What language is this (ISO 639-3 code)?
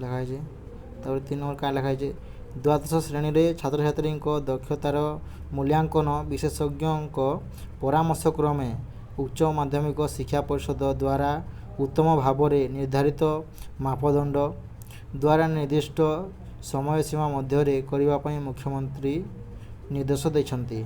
ori